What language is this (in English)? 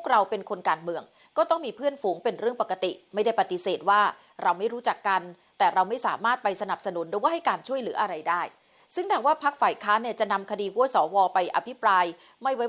Thai